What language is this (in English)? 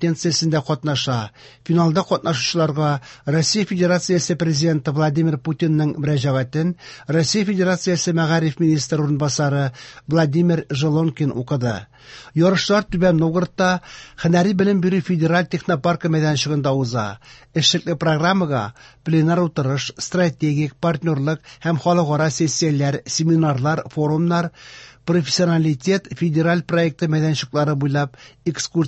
Tatar